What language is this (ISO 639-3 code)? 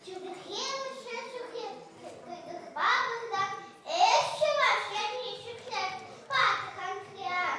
chv